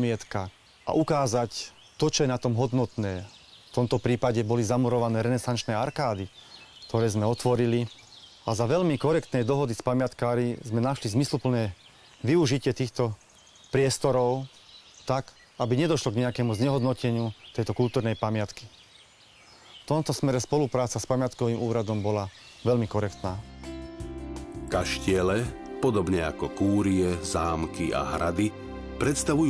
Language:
Slovak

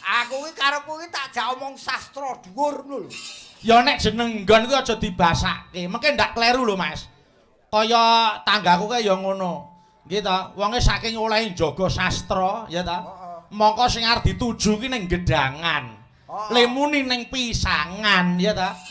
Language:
Javanese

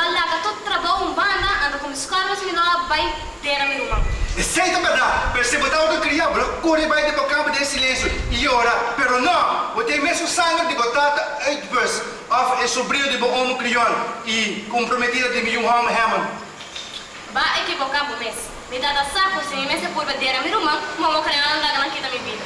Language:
Papiamento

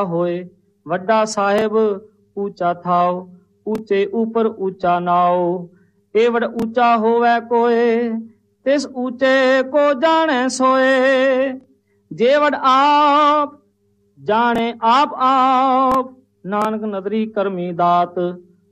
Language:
Punjabi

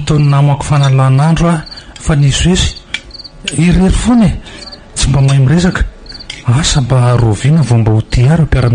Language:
Malagasy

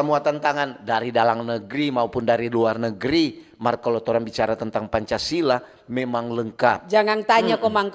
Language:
Manado Malay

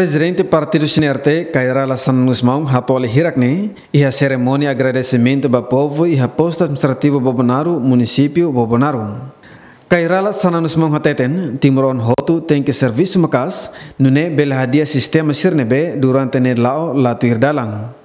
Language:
Tetum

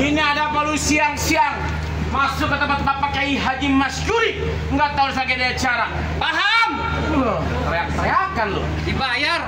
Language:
Betawi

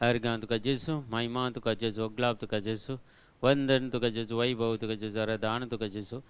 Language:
Konkani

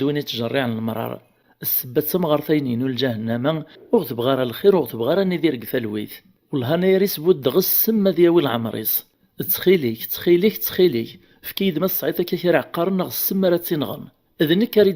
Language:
Kabyle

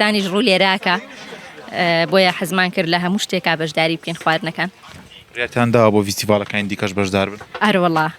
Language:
Central Kurdish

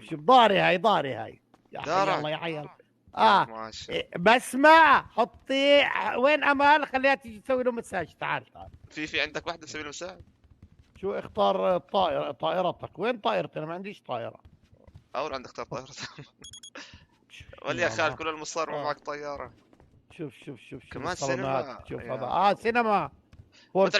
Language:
North Levantine Arabic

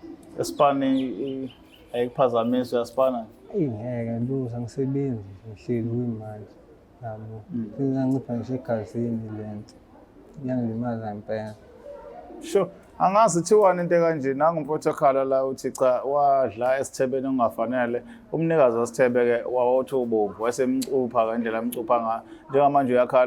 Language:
Zulu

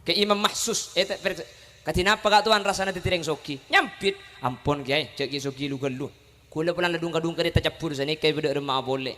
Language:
Madurese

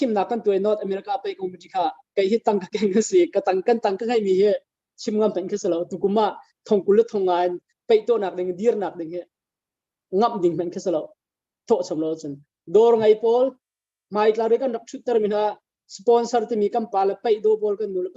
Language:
Hakha Chin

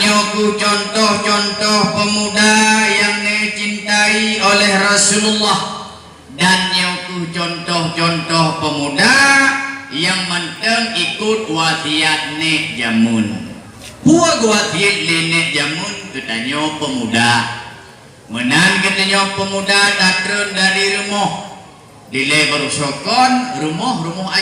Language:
Achinese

